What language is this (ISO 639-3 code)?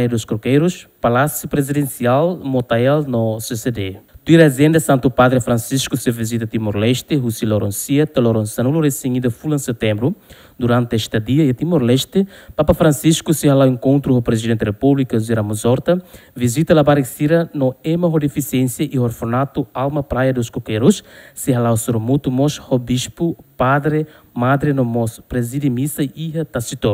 tet